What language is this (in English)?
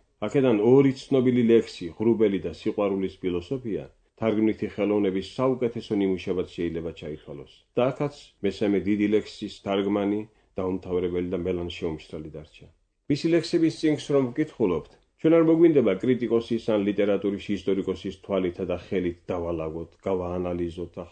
Georgian